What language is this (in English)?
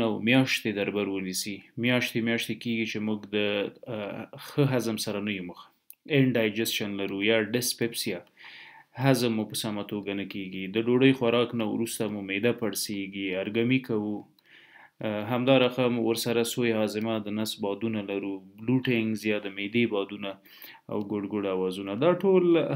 Pashto